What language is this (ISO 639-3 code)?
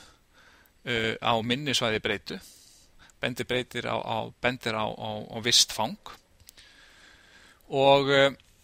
isl